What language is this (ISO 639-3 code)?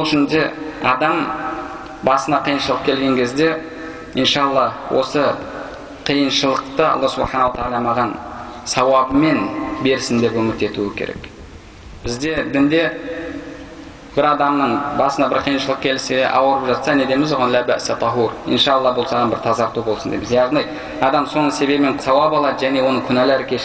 kaz